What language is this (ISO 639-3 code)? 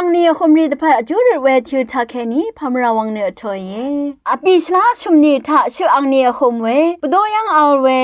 raw